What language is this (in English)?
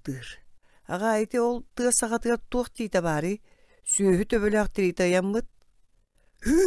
Yakut